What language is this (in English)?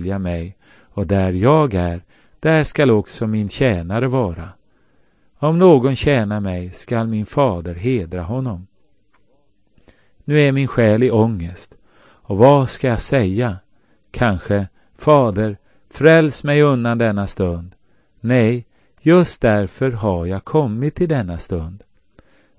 Swedish